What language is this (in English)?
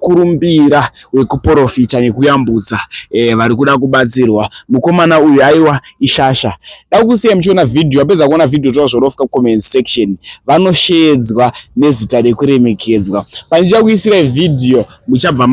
Shona